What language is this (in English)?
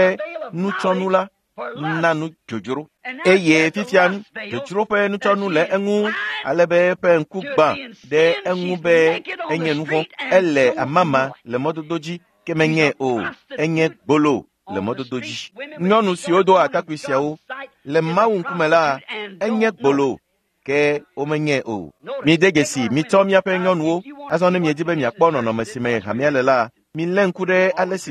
Ewe